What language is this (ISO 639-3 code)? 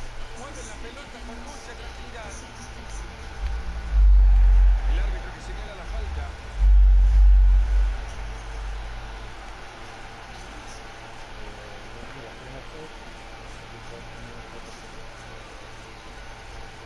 spa